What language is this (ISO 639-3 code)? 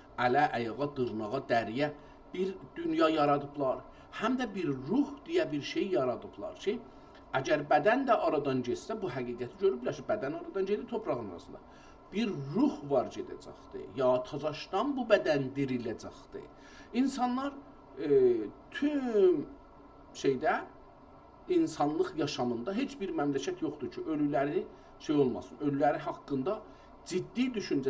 azb